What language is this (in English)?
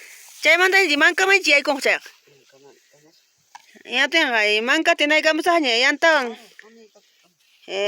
Ayacucho Quechua